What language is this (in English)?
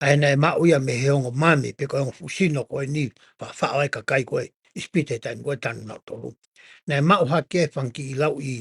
Tongan